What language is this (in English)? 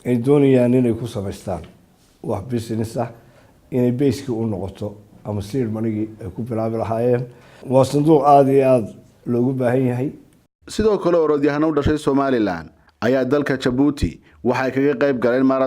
Somali